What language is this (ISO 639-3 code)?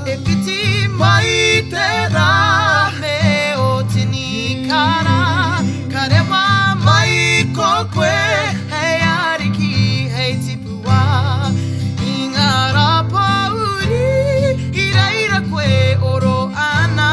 mri